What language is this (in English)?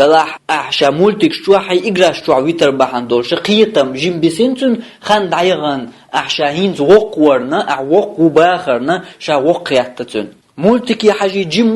Chechen